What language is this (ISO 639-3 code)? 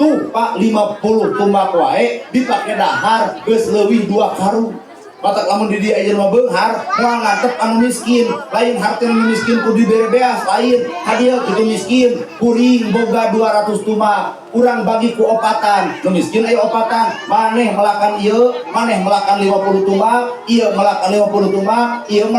sun